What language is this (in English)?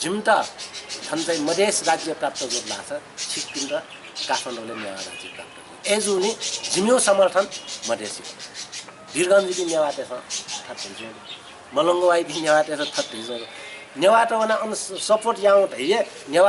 Newari